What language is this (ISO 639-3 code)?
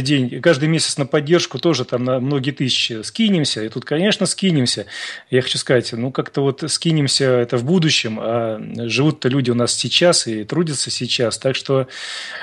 rus